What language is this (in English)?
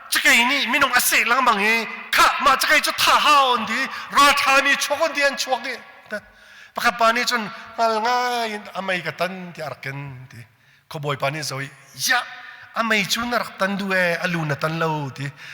Hakha Chin